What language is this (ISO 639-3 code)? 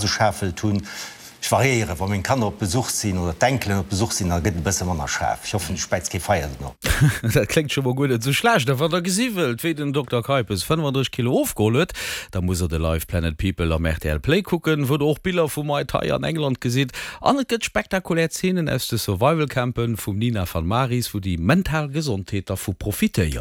ltz